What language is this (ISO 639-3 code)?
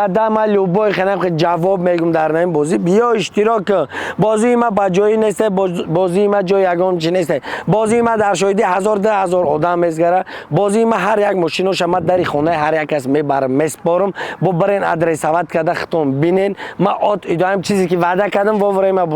tgk